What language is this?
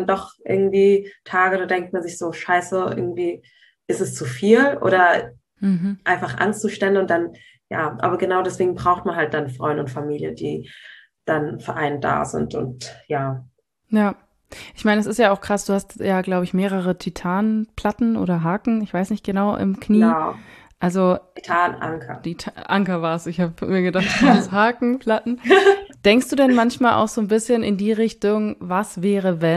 German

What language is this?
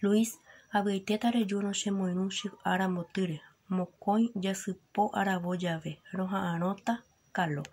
Guarani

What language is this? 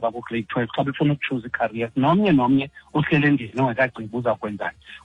Xhosa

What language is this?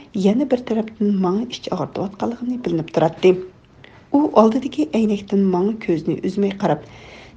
Uyghur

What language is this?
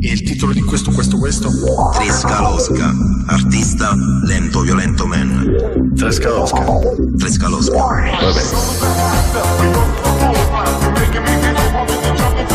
Italian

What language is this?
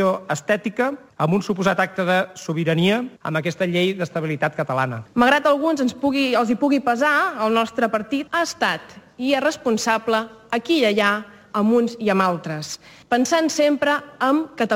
Catalan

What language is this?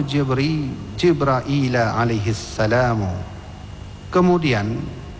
Indonesian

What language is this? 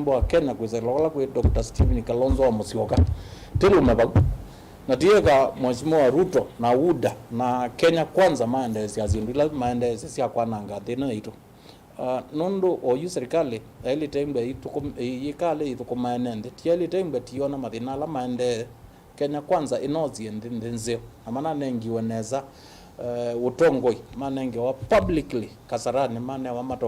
Kamba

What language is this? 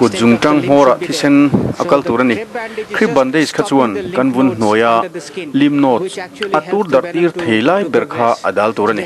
Mizo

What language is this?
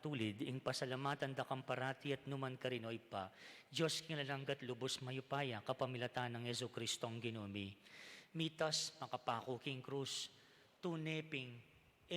Pampanga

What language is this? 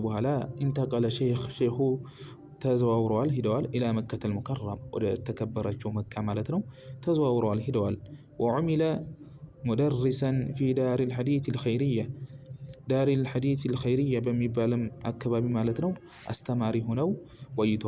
Amharic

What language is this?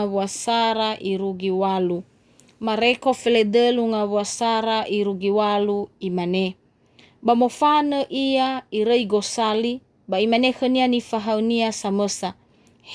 Nias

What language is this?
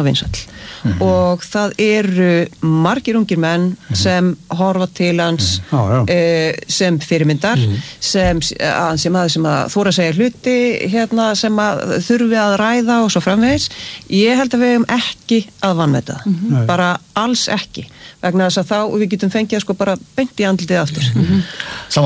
Icelandic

